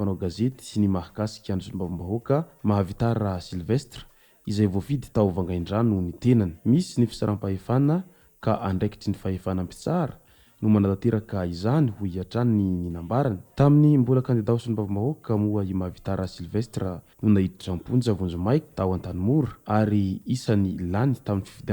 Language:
Malagasy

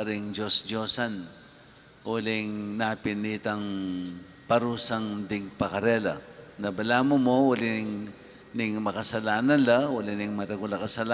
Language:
Pampanga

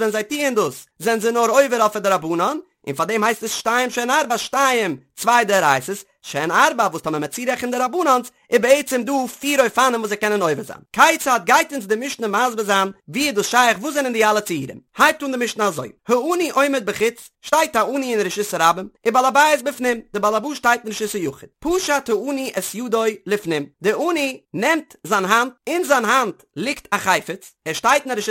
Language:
Yiddish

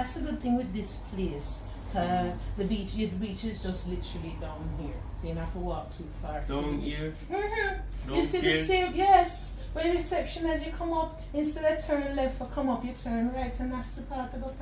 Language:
Jamaican Creole English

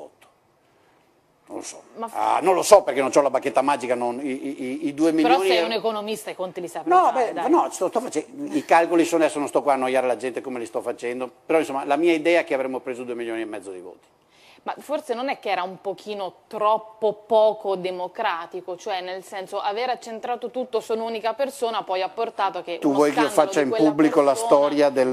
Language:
Italian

